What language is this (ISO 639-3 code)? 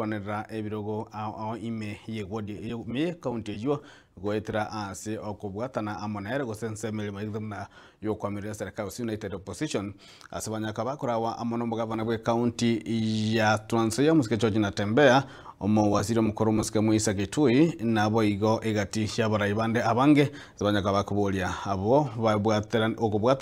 guz